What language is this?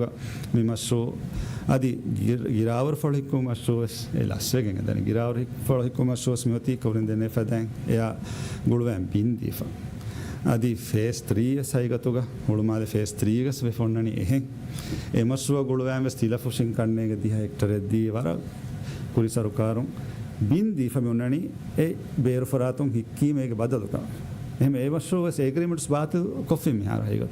Divehi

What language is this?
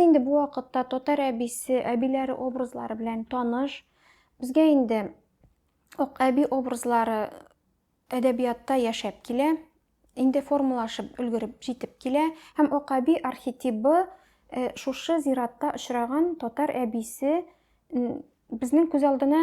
Tatar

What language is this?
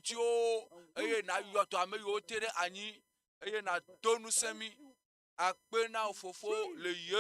Ewe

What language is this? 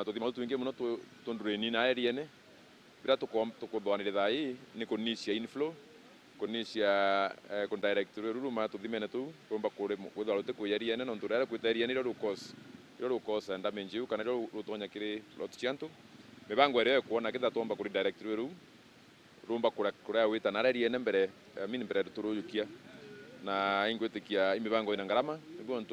Meru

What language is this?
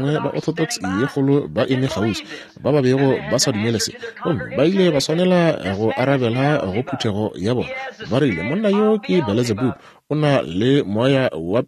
Northern Sotho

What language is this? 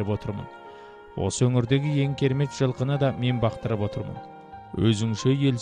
Kazakh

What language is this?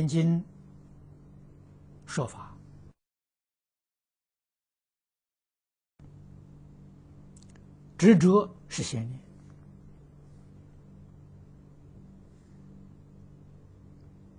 Chinese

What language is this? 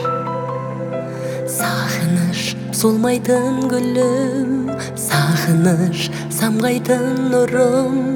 Kazakh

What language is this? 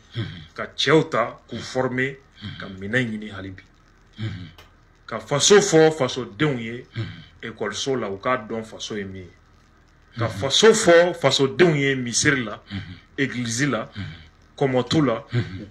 Bambara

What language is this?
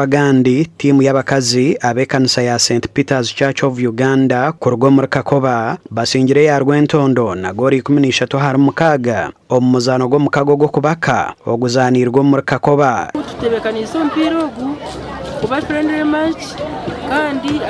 Nyankole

